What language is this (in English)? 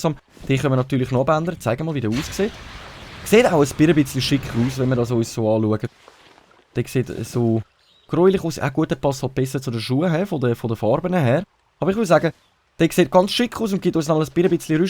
Swiss German